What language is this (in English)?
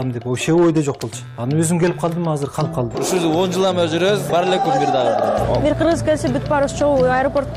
Kyrgyz